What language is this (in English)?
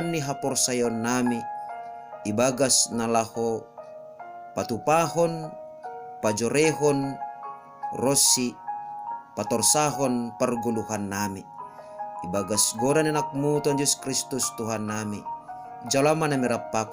Batak Simalungun